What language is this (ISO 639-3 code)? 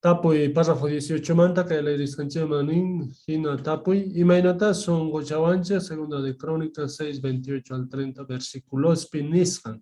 quh